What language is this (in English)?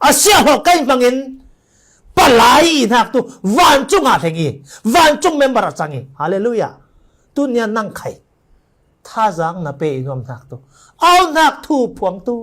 Falam Chin